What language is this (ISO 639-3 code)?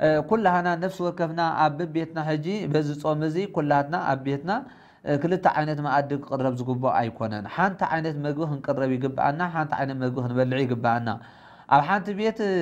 tir